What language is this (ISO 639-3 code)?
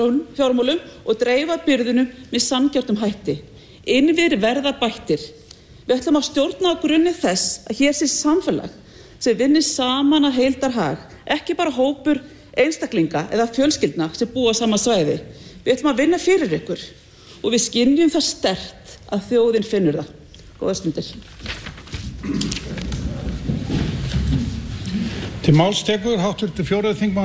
isl